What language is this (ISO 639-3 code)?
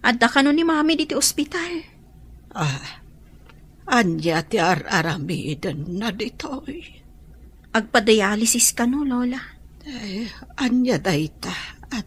ilo